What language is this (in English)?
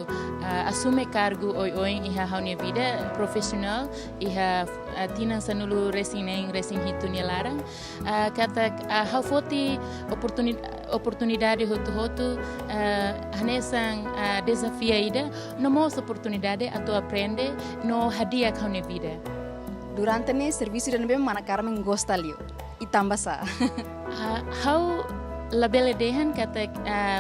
Tetum